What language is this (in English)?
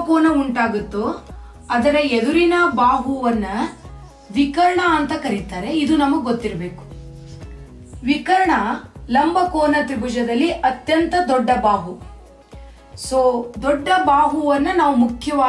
Kannada